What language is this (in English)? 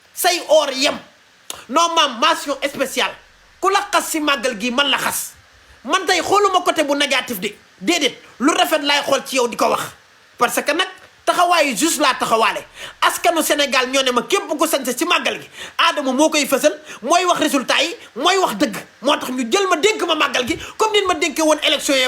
Wolof